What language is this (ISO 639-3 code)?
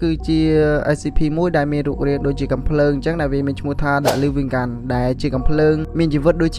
khm